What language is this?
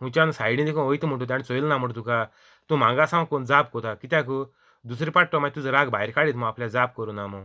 Konkani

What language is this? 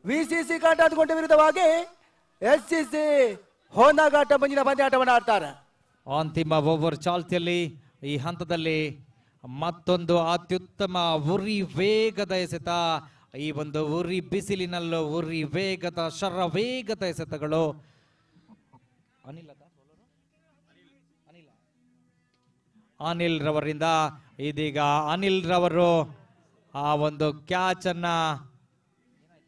Kannada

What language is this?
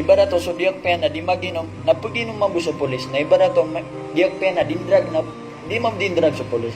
Maranao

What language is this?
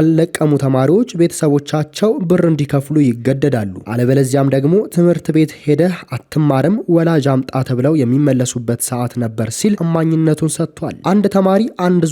Amharic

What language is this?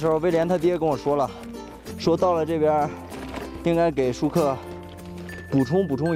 Chinese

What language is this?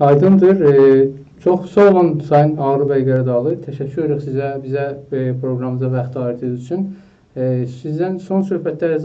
South Azerbaijani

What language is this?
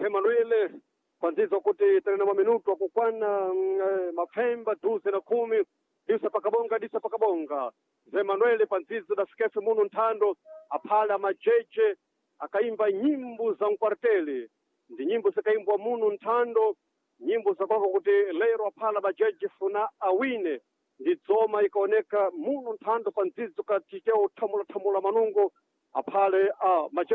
Sena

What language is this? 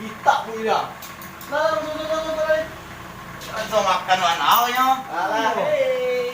Minangkabau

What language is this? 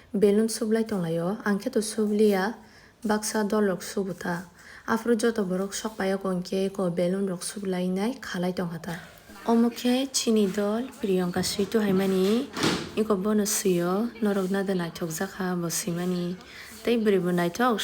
Kok Borok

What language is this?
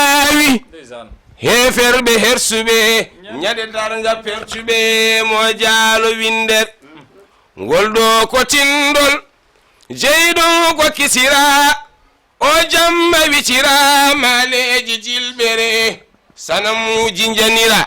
Fula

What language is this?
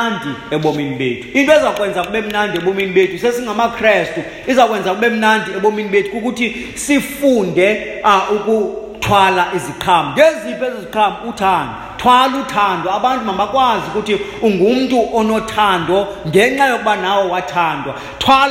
Xhosa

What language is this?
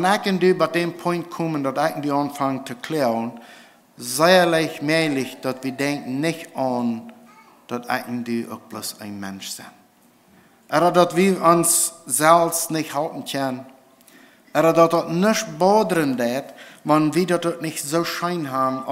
Plautdietsch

